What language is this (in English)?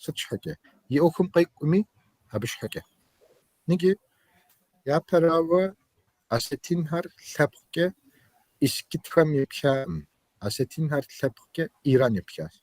Kabardian